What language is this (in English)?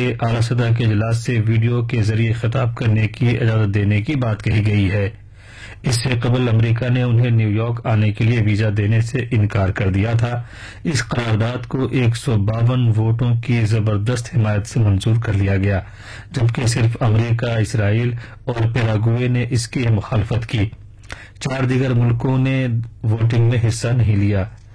Urdu